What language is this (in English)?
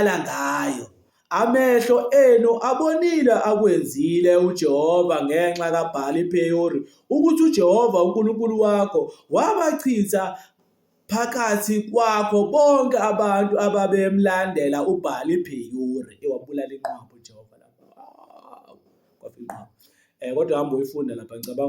Zulu